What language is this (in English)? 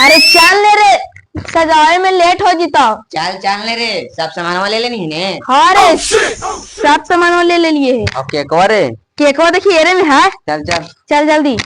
Magahi